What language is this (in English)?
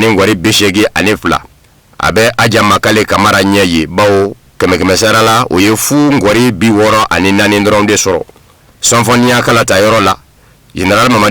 Bambara